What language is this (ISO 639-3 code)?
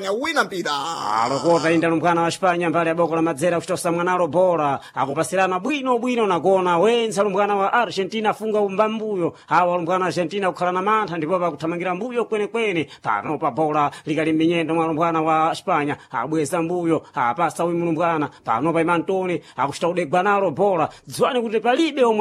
seh